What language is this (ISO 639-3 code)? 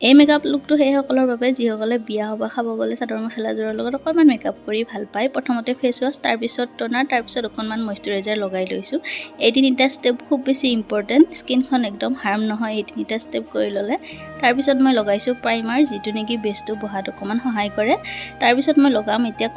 asm